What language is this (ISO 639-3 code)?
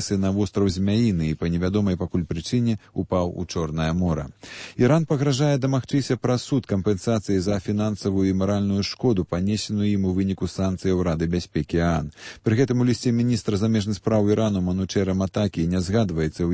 bel